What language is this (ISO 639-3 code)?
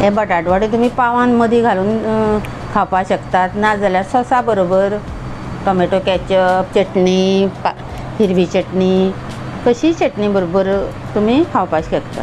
kok